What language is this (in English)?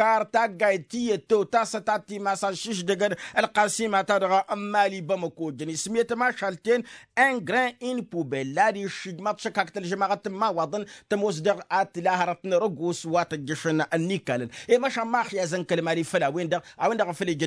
Tamasheq